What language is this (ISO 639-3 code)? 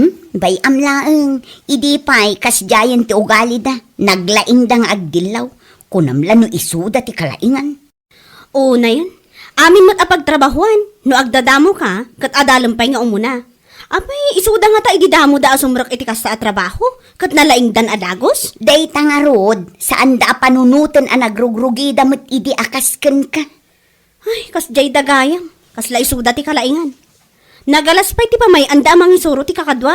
ilo